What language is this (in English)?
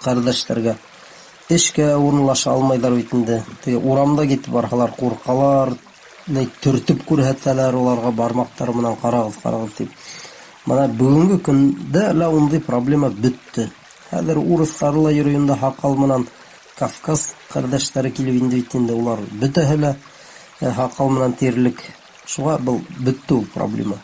Bashkir